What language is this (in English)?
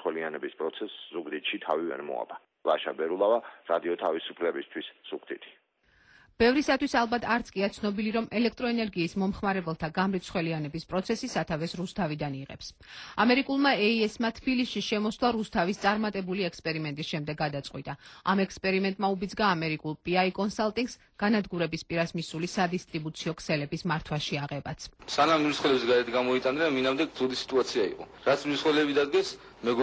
Georgian